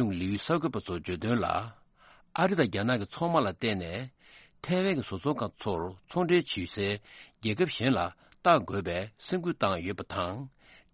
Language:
Tibetan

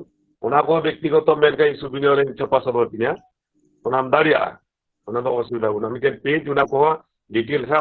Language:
Santali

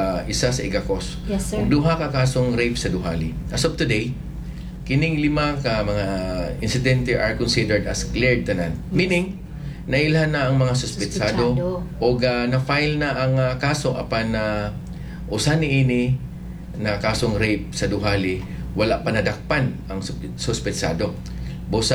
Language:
Cebuano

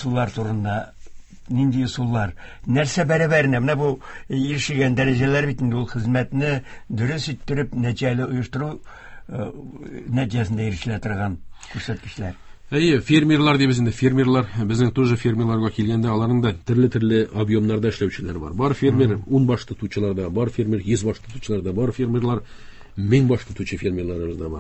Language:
Tatar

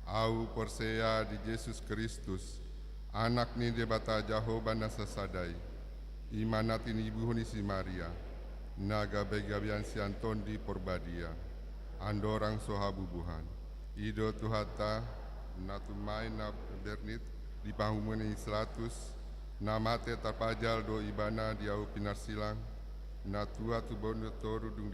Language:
Batak Toba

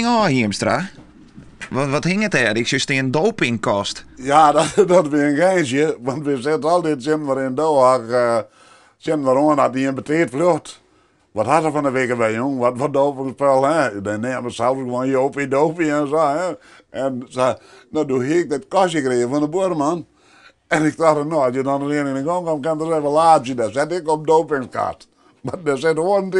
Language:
Western Frisian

